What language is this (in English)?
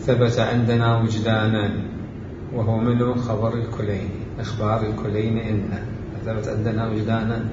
Mesopotamian Arabic